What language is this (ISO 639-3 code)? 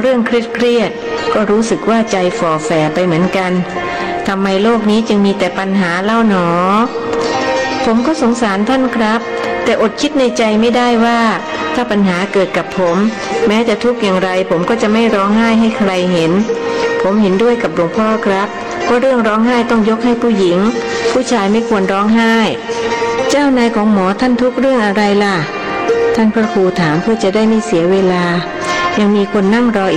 tha